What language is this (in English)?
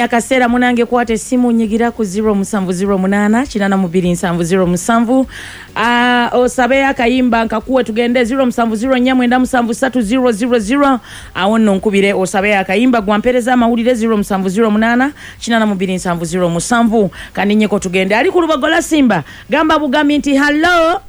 Ganda